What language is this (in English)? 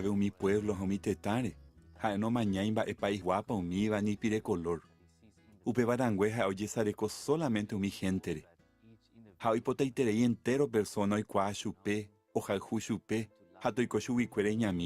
Guarani